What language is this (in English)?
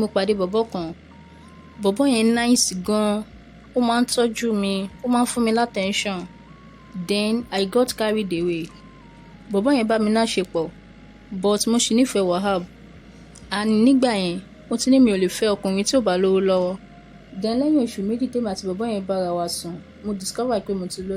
Yoruba